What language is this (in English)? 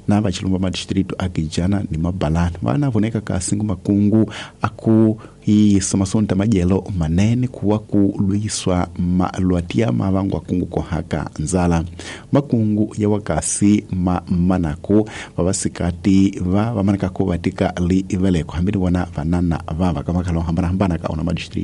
Tsonga